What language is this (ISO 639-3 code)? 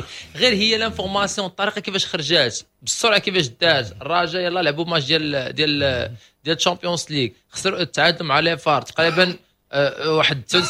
ary